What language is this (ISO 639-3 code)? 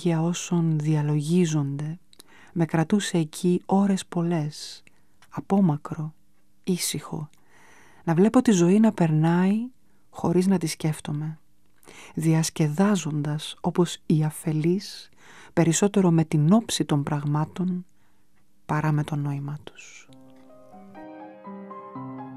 ell